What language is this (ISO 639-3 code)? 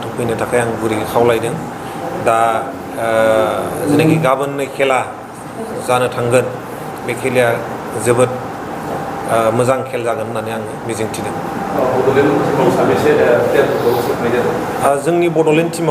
brx